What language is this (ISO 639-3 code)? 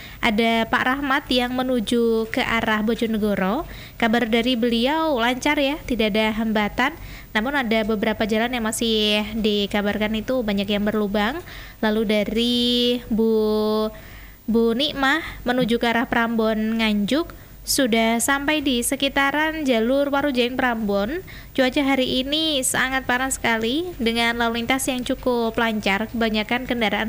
ind